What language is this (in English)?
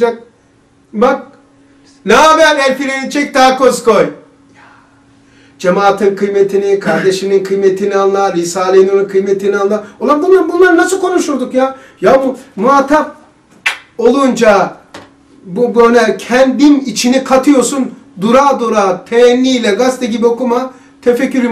Turkish